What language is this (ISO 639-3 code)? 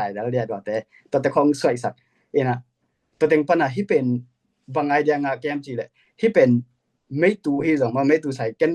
ctd